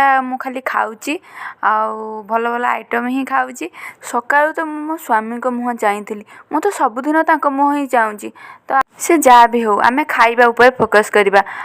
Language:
Odia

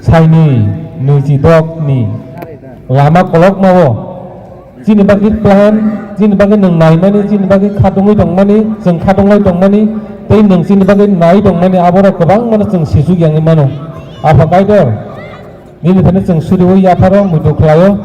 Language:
Kok Borok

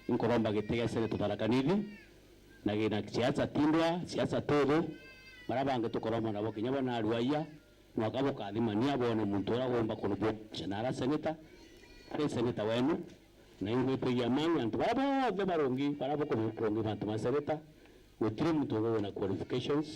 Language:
Meru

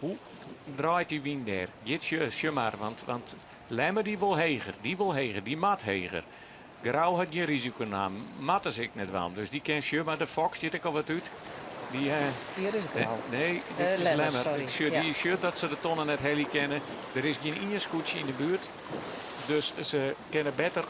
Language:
Western Frisian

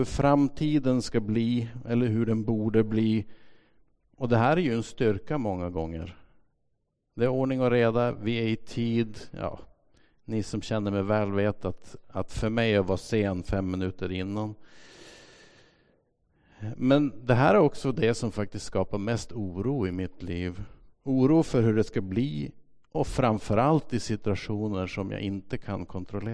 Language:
Swedish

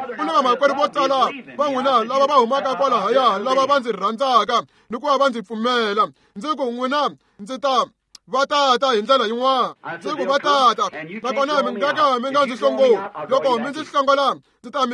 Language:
Tsonga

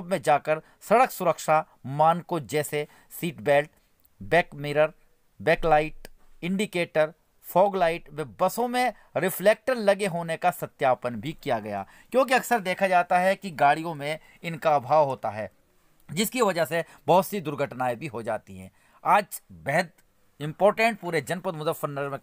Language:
Hindi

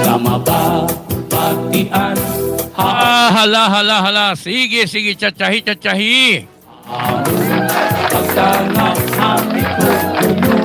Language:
Waray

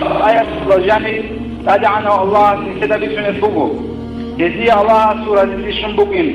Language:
Avaric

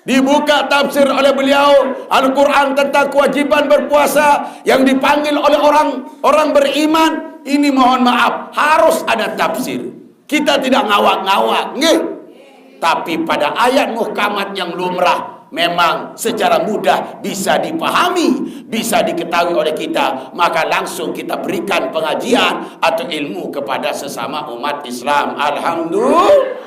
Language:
Sasak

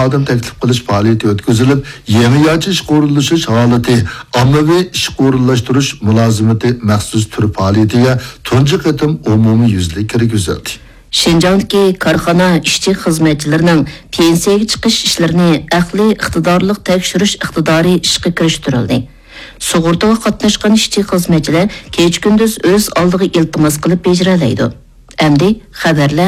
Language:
Uyghur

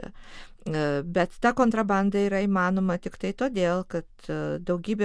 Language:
Lithuanian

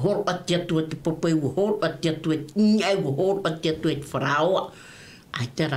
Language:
Tahitian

